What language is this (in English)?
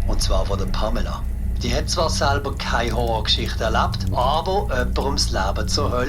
Swiss German